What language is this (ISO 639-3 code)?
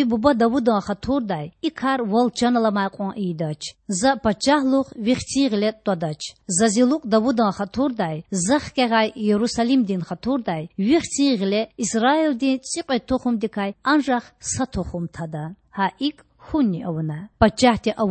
lez